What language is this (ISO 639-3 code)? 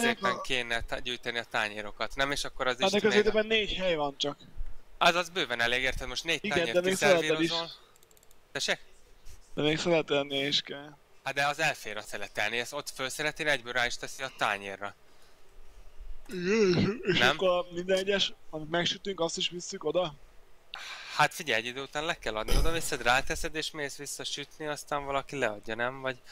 hun